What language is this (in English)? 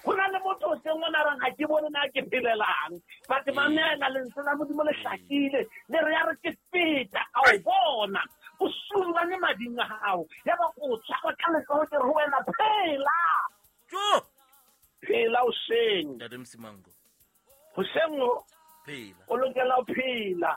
Southern Sotho